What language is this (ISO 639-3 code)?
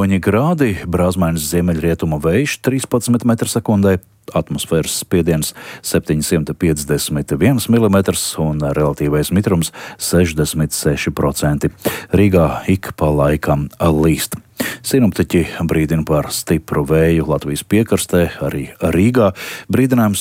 lav